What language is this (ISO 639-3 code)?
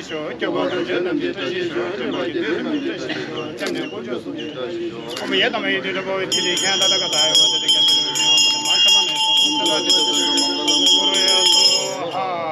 bod